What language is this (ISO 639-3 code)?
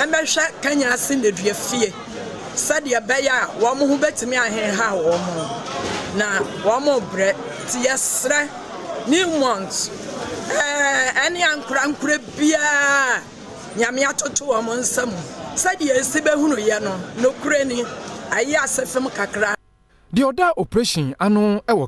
aka